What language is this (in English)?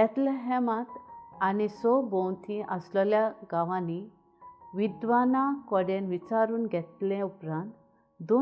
Konkani